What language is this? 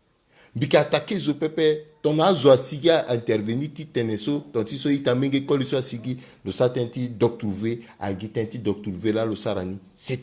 Sango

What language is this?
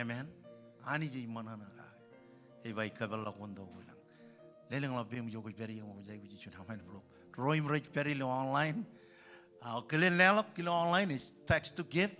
Marshallese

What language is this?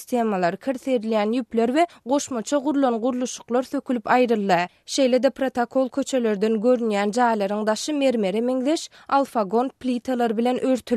Turkmen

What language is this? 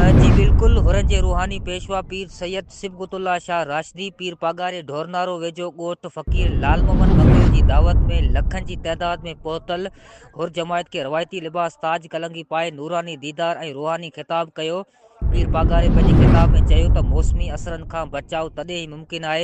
Sindhi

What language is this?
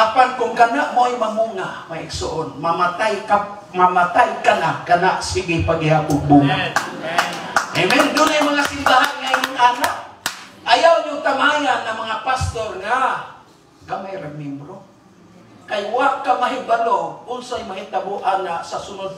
Cebuano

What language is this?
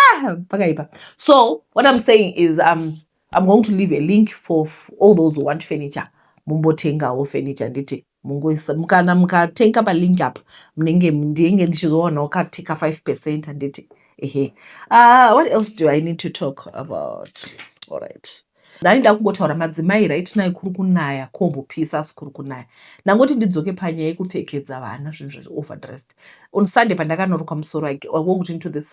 Shona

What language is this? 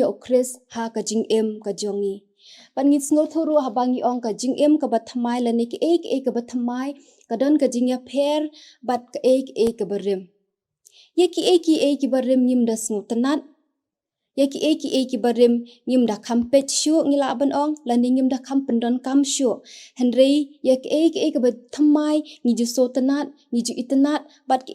Khasi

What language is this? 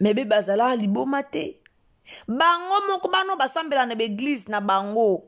Lingala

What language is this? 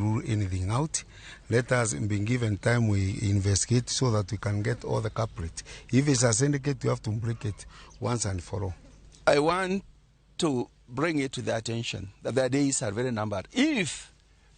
Luo (Kenya and Tanzania)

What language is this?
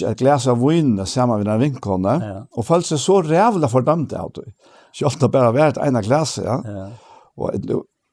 Faroese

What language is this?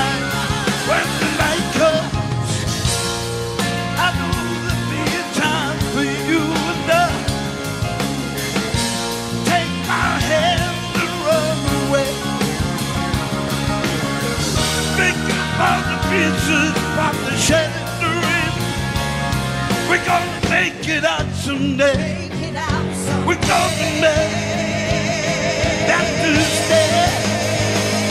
English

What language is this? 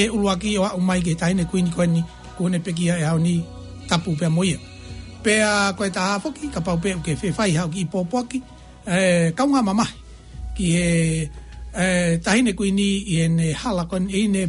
Tongan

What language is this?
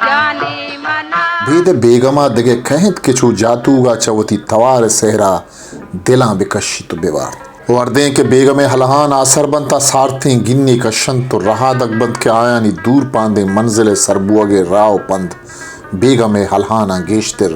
Baluchi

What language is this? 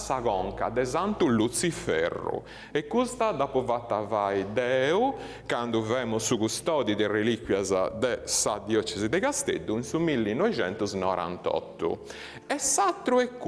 Sardinian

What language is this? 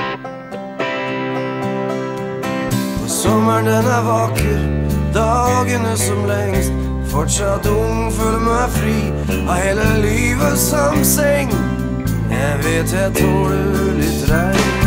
Norwegian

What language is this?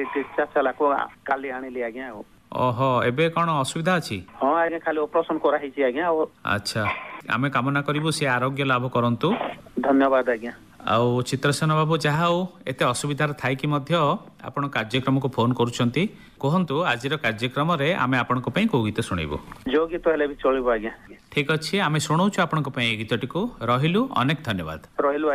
Odia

